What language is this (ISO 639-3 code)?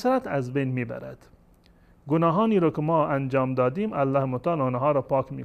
fas